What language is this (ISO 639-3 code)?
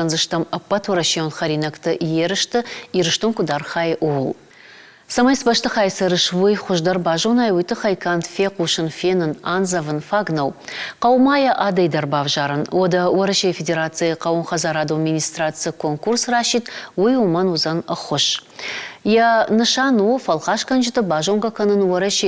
oss